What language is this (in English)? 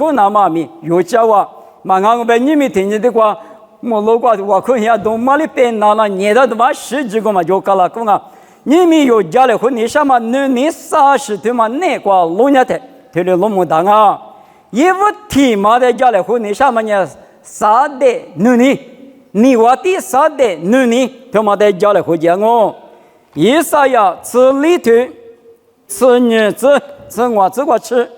Lisu